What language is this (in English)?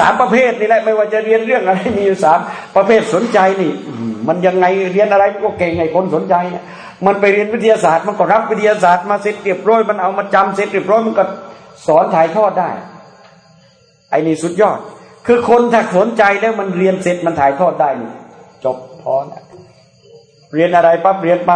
Thai